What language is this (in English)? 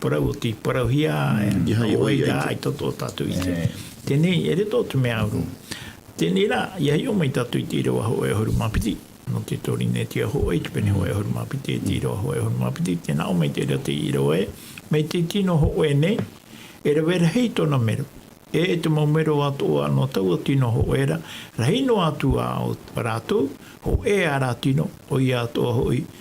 Tahitian